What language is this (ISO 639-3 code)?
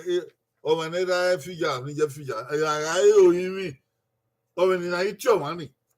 bin